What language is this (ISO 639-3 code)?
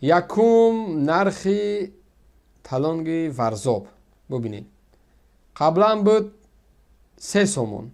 tgk